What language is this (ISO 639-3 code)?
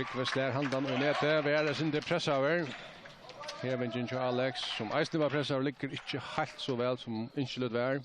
fao